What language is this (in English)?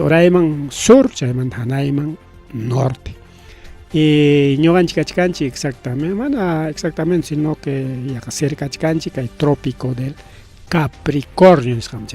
Ayacucho Quechua